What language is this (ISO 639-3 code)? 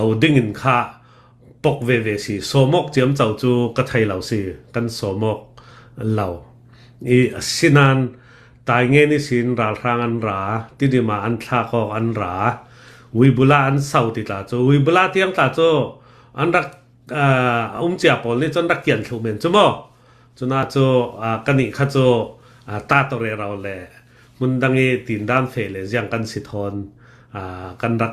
cnh